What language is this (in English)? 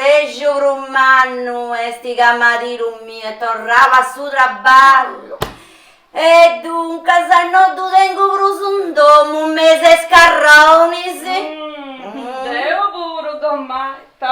Sardinian